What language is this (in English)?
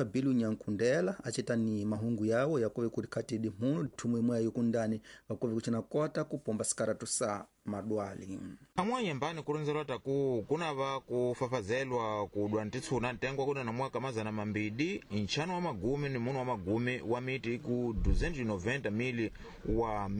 Tsonga